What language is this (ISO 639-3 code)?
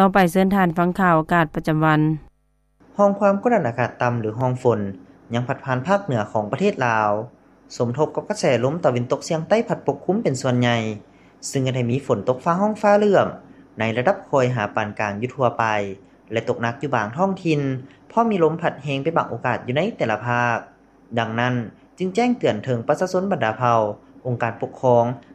lao